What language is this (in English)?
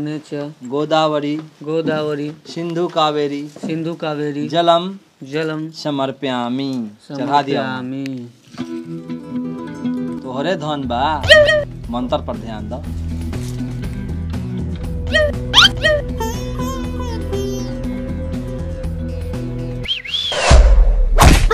Bhojpuri